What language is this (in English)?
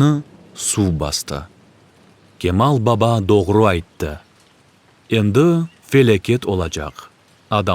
Crimean Tatar